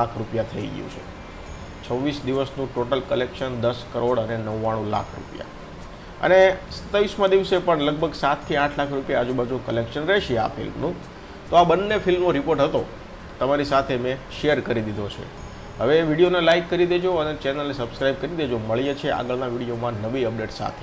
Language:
Gujarati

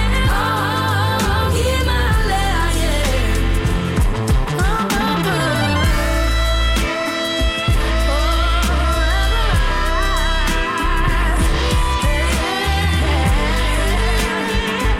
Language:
Danish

